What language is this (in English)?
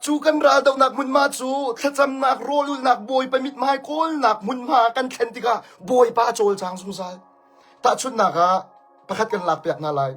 Hakha Chin